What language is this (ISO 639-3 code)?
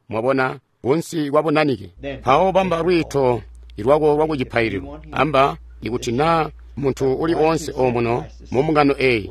toi